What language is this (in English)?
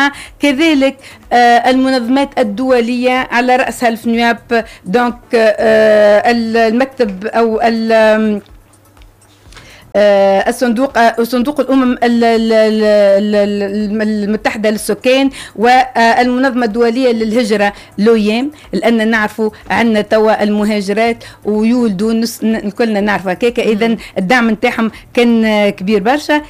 Tunisian Arabic